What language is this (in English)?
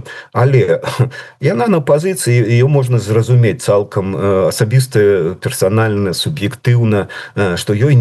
Belarusian